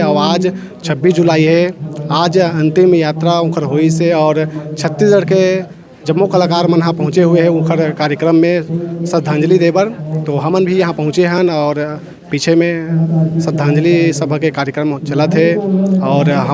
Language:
Chhattisgarhi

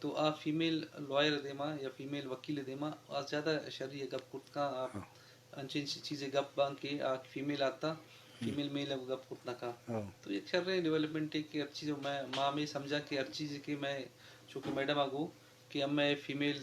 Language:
Eastern Balochi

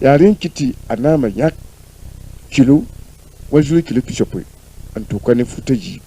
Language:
Mossi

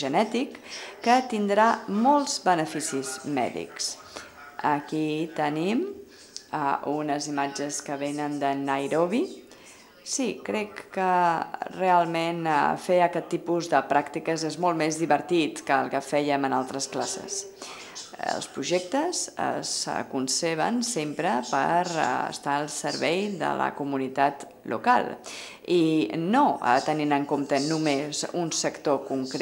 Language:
Catalan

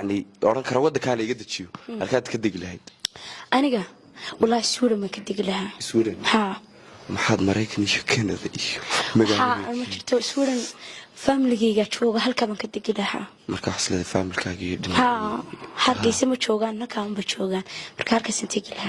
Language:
Somali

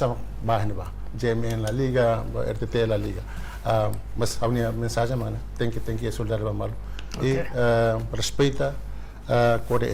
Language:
Tetum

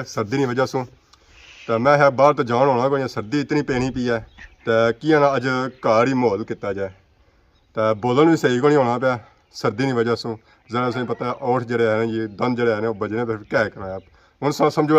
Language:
Pahari-Potwari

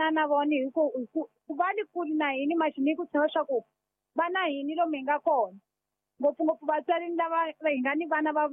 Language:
Tsonga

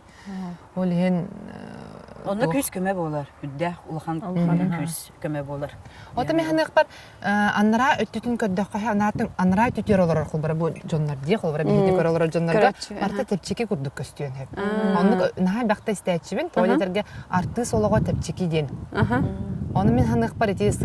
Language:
Yakut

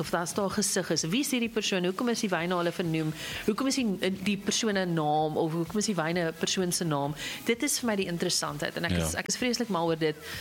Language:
Afrikaans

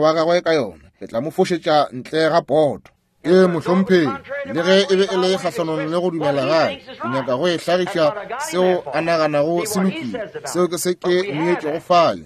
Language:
Northern Sotho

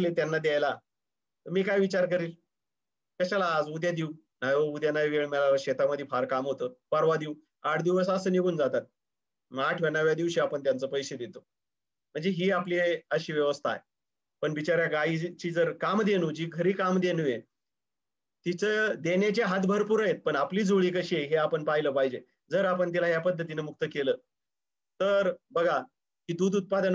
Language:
Marathi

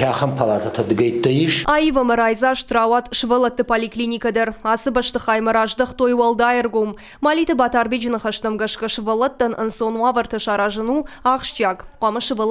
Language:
Ossetic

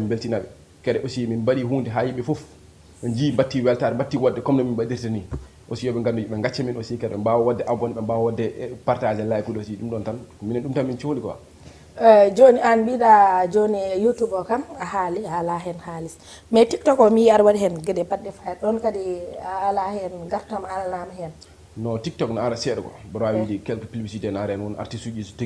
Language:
Fula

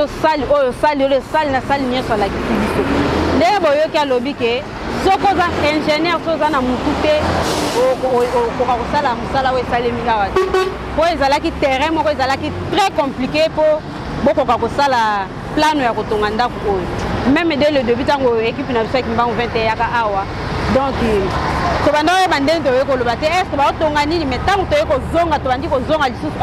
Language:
Lingala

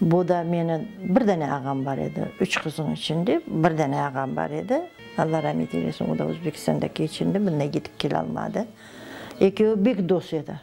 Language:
Crimean Tatar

